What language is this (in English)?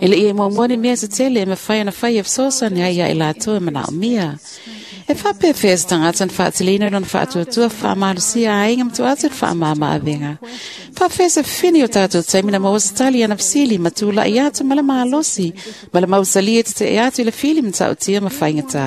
Samoan